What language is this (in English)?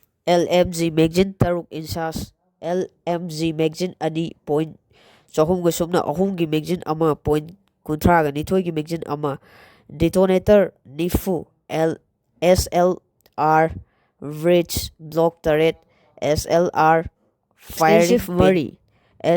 Manipuri